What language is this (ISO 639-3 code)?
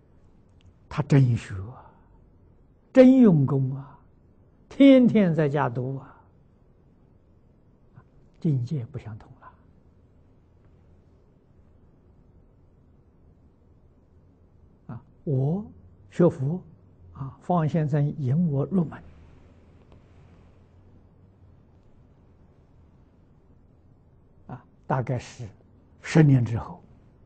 zho